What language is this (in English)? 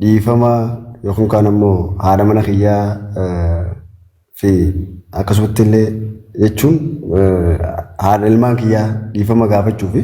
Oromo